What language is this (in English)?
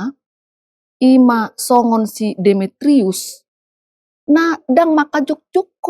Batak Toba